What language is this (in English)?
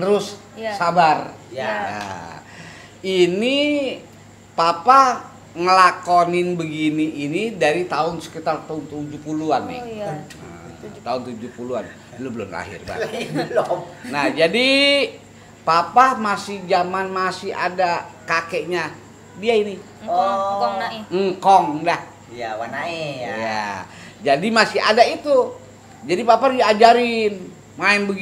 Betawi